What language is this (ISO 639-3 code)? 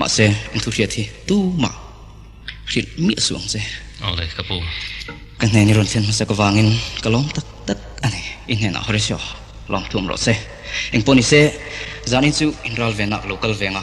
lus